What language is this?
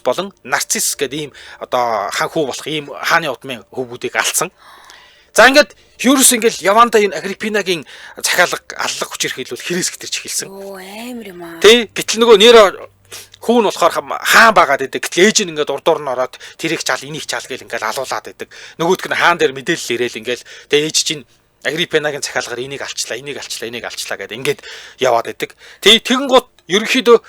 Mongolian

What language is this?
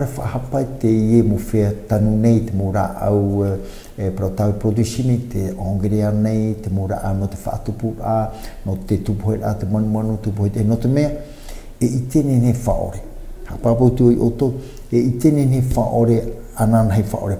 Tahitian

